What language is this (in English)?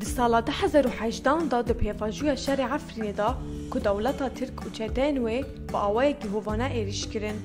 Kurdish